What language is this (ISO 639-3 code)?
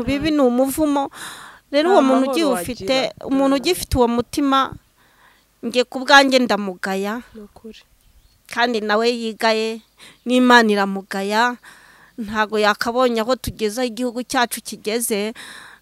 kin